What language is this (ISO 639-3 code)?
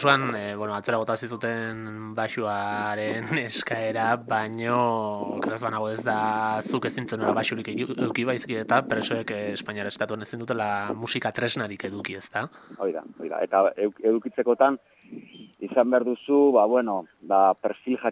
eus